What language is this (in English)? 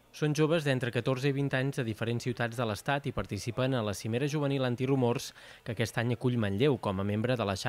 Catalan